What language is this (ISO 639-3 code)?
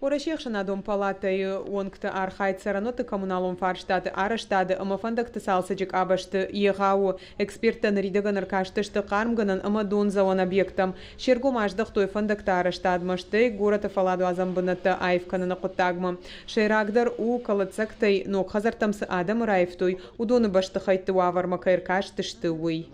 oss